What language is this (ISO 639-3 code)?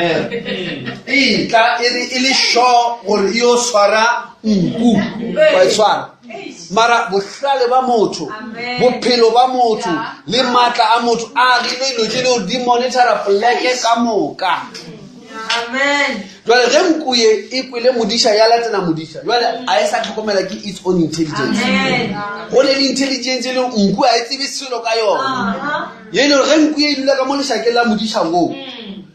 nso